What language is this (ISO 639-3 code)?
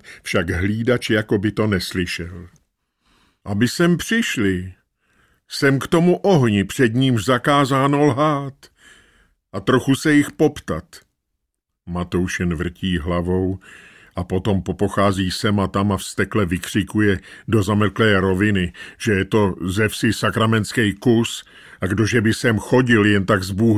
ces